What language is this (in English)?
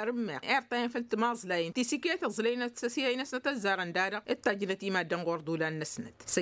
Tamasheq